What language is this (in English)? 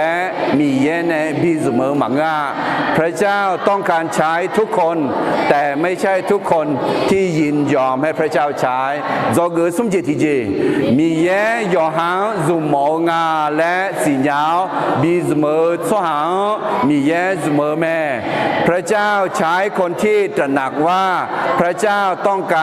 Akha